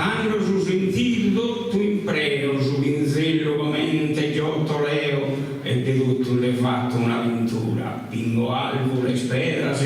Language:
Sardinian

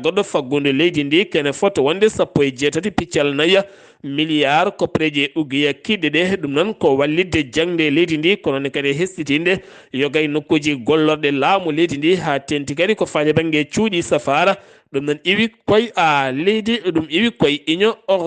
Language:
Fula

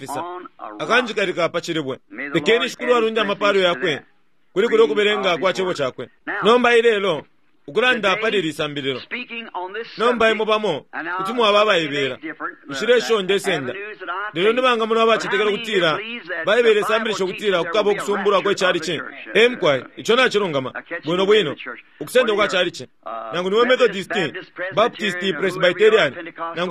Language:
Bemba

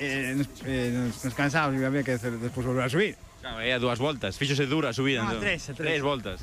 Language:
Galician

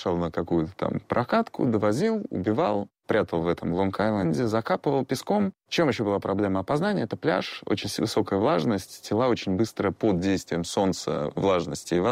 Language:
Russian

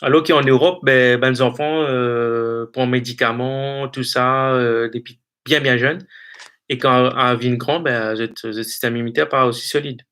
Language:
Morisyen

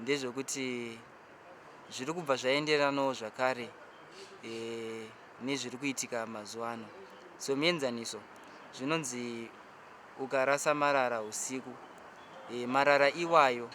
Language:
Shona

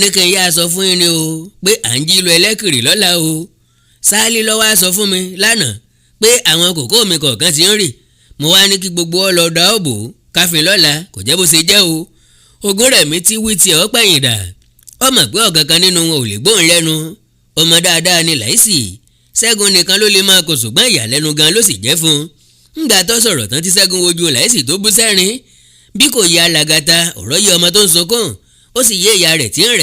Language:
Yoruba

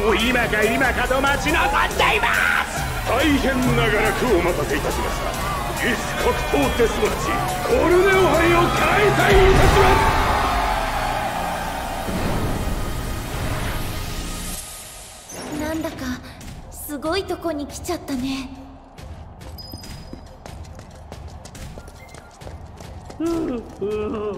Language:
Japanese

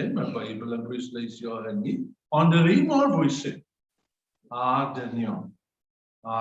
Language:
Welsh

